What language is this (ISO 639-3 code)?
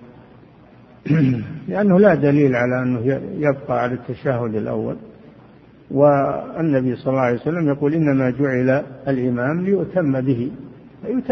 ara